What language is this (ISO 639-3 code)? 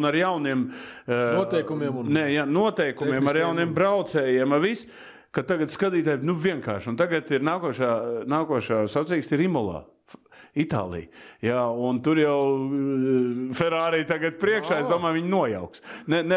lav